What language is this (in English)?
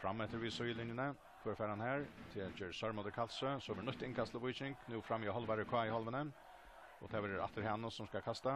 Faroese